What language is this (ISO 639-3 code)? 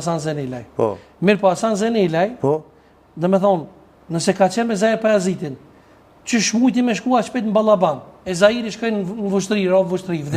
sqi